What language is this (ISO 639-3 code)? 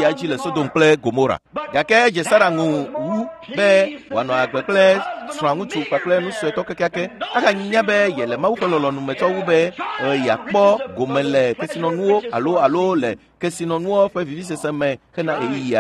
ewe